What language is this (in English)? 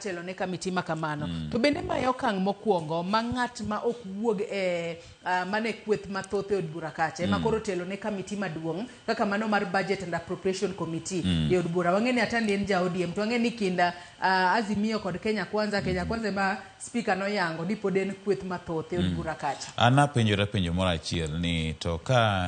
Luo (Kenya and Tanzania)